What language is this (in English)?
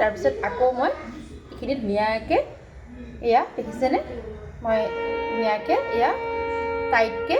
Assamese